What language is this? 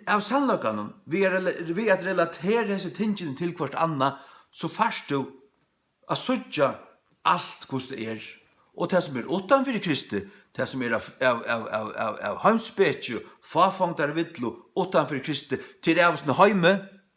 Faroese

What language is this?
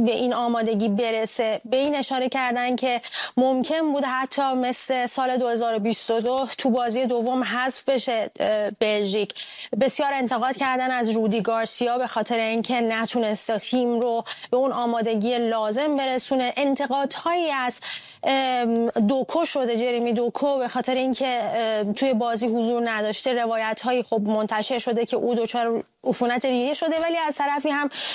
Persian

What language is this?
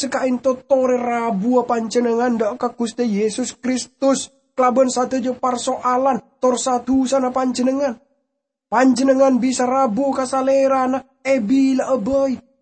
Madurese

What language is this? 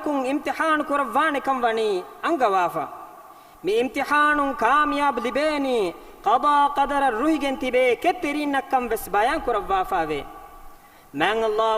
Divehi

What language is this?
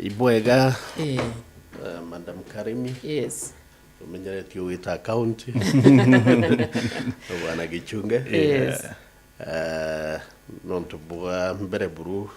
Meru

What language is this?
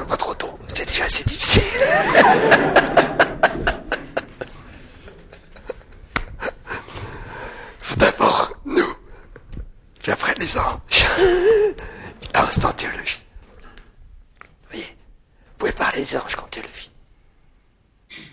French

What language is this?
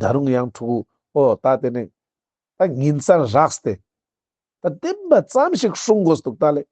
Ladakhi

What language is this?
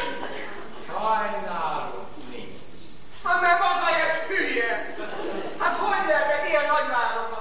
Hungarian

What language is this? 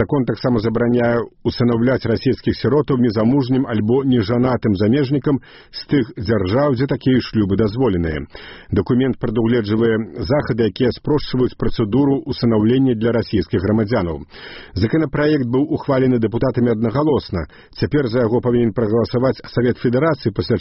Belarusian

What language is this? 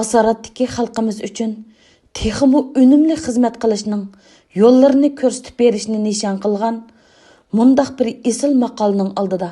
Uyghur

